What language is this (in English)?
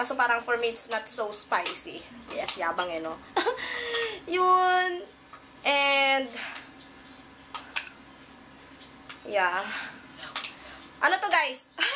Filipino